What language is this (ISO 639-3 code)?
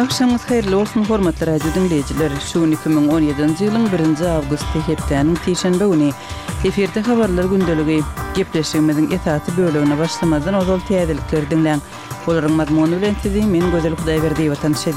kir